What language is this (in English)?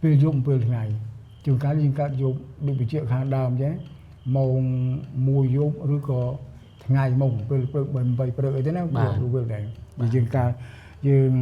Khmer